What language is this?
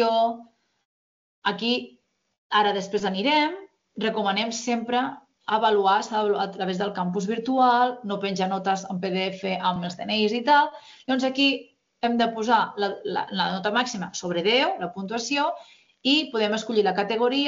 Catalan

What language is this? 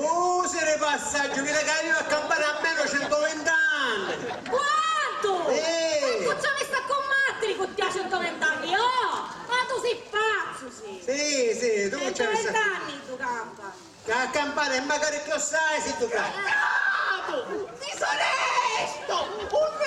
Sicilian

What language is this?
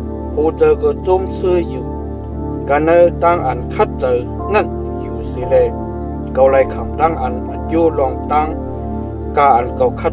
Shan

